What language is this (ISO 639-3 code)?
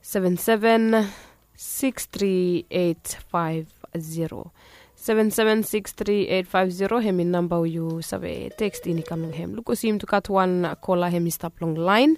bis